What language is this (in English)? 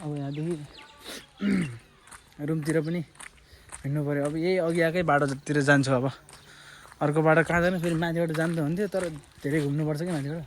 Nepali